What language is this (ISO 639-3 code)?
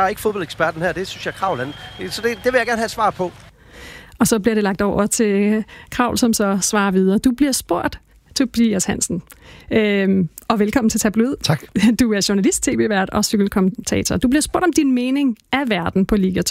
dan